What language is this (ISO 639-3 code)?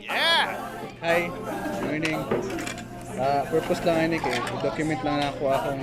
ceb